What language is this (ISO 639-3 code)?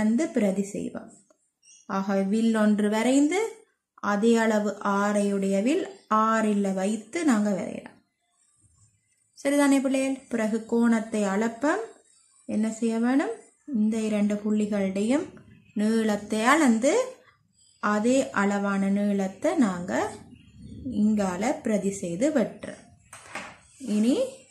tam